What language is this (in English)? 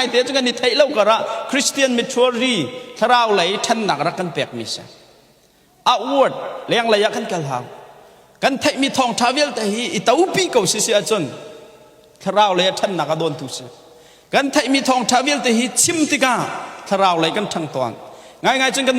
Hakha Chin